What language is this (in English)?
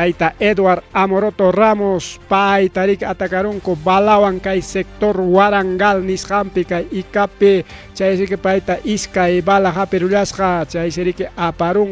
Ayacucho Quechua